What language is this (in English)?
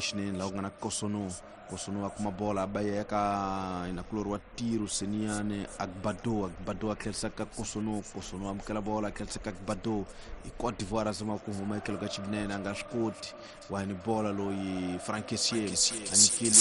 Tsonga